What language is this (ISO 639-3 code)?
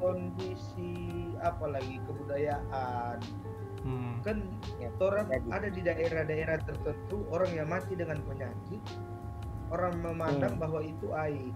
xmm